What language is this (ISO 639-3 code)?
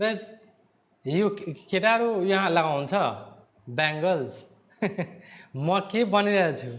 nep